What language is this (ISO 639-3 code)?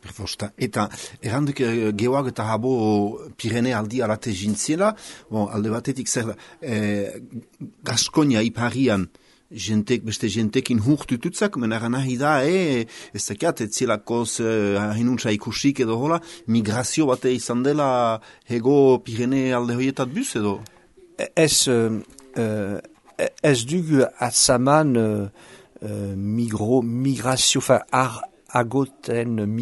eus